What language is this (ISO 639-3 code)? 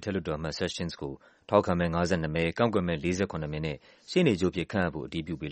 mya